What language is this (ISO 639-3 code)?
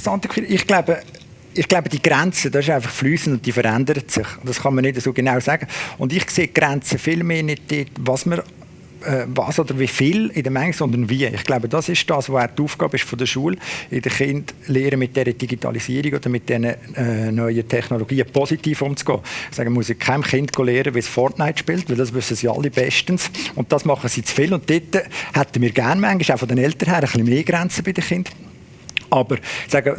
gsw